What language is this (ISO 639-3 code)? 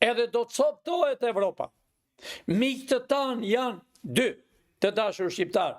sqi